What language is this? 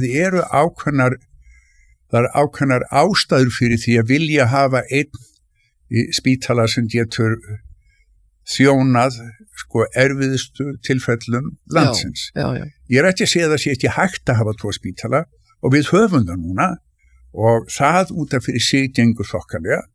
Icelandic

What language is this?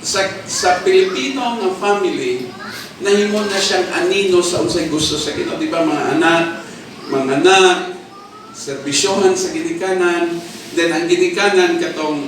Cebuano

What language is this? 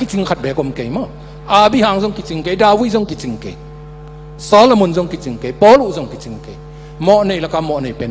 Tedim Chin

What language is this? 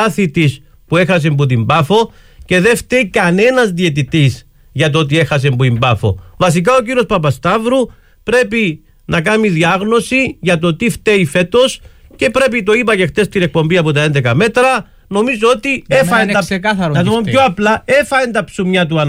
Greek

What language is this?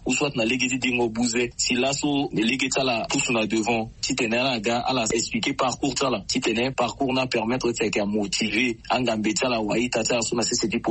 Sango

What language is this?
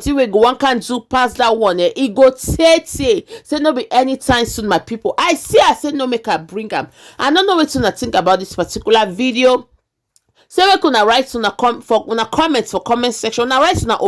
Nigerian Pidgin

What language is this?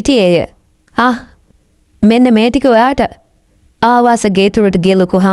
Sinhala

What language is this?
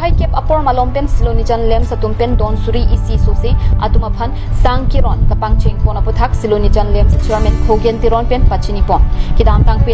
Karbi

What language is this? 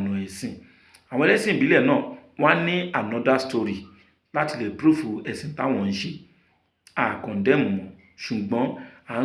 Yoruba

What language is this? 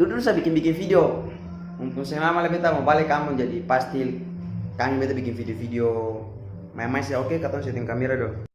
Ambonese Malay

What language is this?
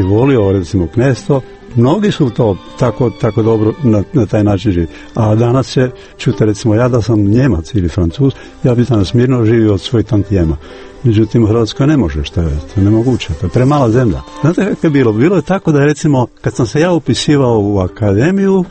Croatian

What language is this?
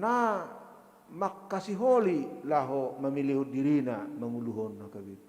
Batak Toba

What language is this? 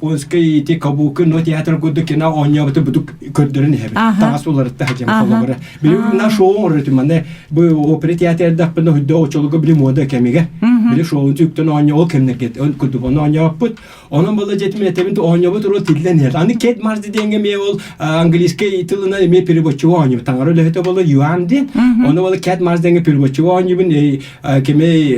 Yakut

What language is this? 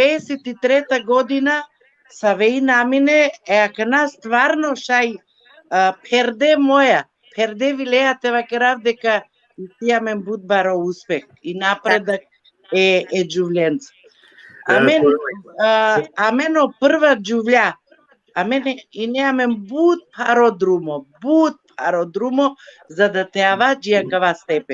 Balkan Romani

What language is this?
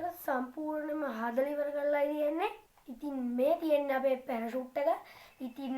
Sinhala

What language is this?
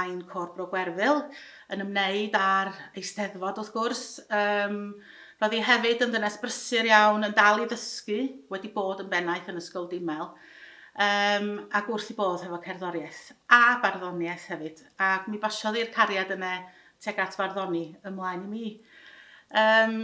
Welsh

